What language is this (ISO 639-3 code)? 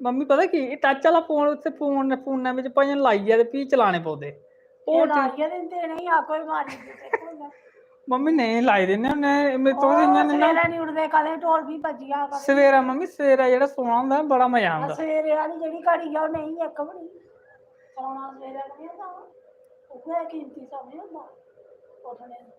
doi